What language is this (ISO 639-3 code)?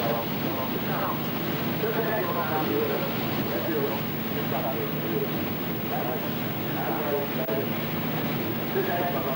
nld